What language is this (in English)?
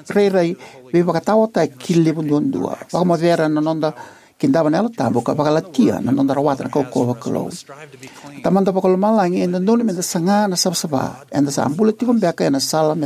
Fijian